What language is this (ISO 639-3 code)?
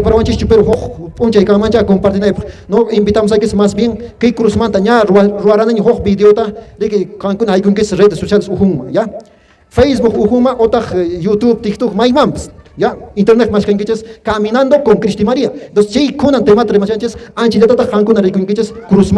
que